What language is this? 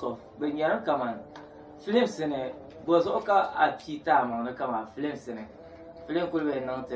Dagbani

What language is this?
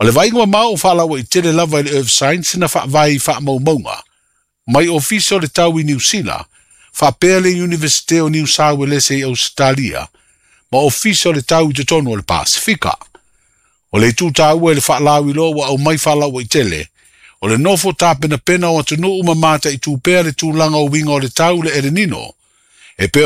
Samoan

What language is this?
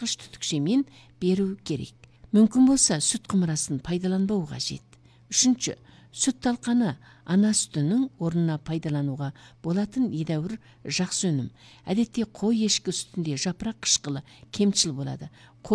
Kazakh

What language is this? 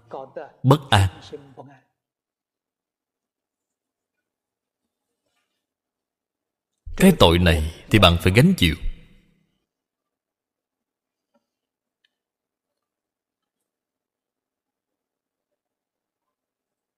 Vietnamese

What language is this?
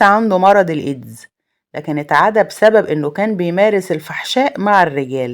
Egyptian Arabic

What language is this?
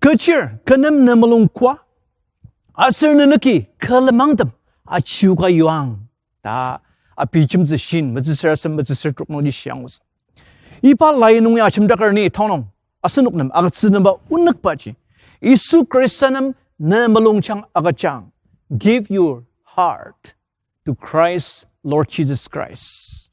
Ao Naga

